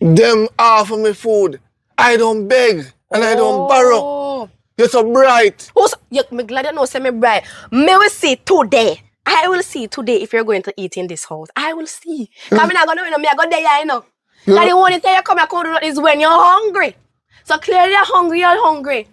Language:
Jamaican Creole English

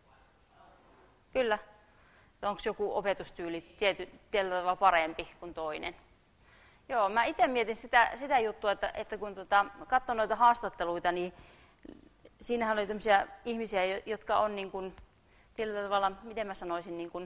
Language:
Finnish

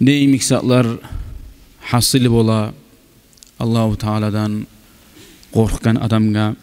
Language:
Kumyk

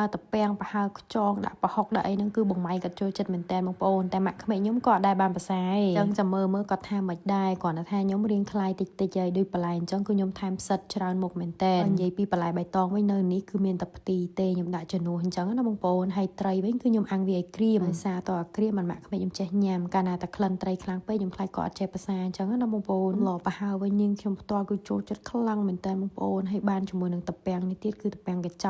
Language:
Khmer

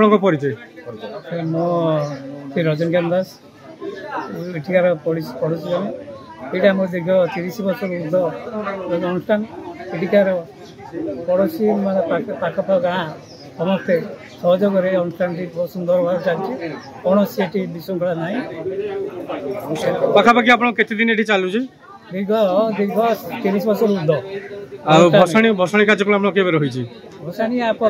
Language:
Odia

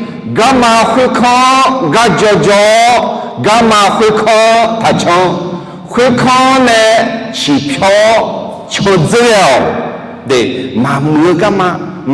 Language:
Akha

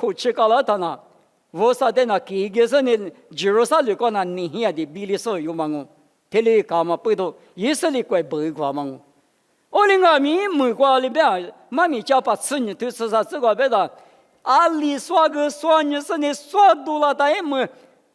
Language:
Lisu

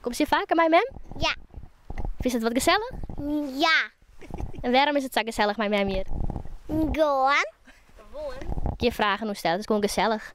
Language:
Western Frisian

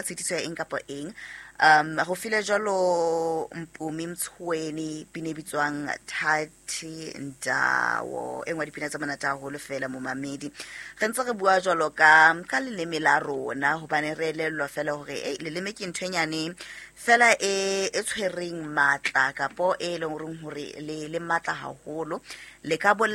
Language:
Southern Sotho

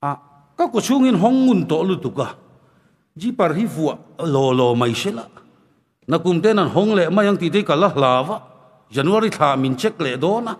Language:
Mizo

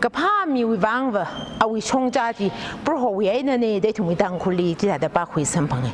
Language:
Tangkhul Naga (India)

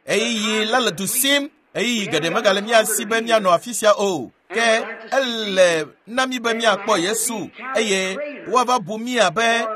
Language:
Ewe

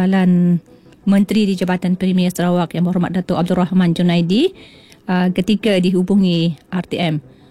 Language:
Malay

